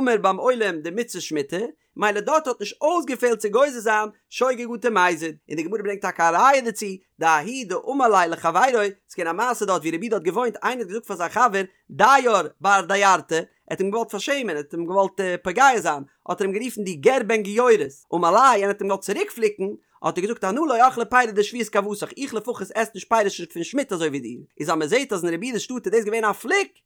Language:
Yiddish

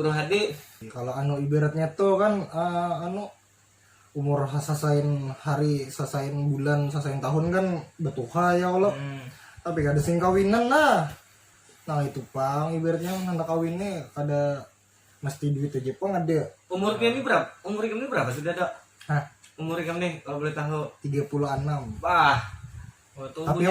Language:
Banjar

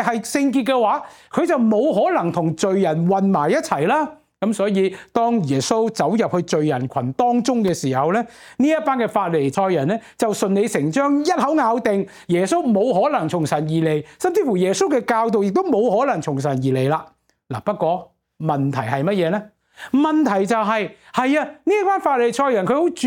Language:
Cantonese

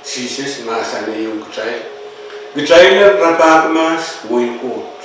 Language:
Pohnpeian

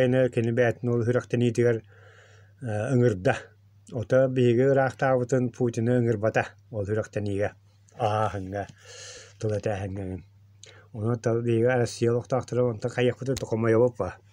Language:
Yakut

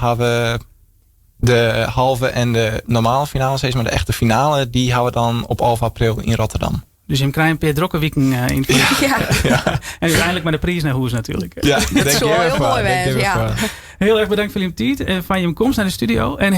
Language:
Western Frisian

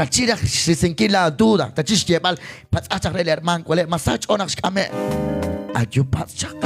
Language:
Kekchí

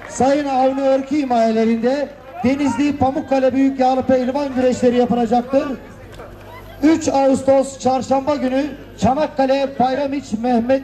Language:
Turkish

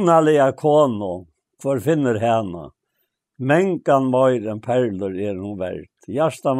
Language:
Faroese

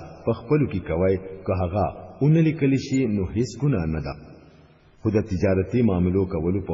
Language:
Pashto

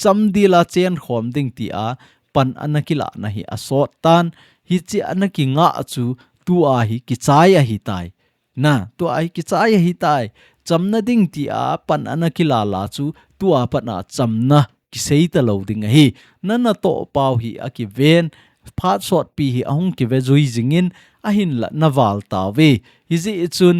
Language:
Thado Chin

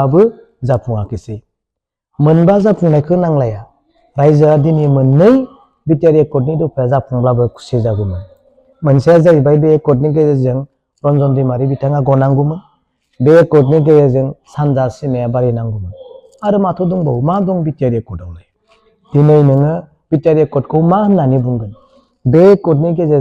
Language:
Bodo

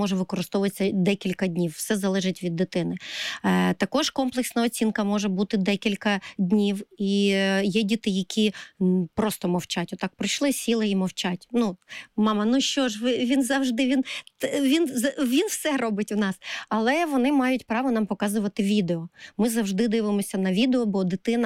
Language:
Ukrainian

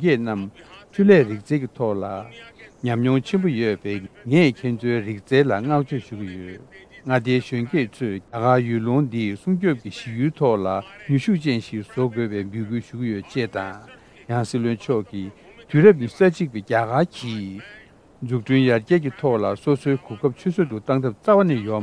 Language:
Tibetan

